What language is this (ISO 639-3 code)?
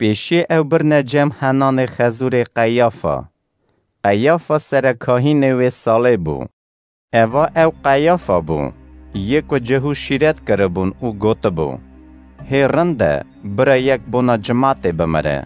kur